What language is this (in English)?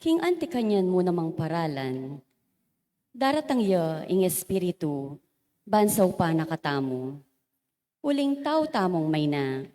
Pampanga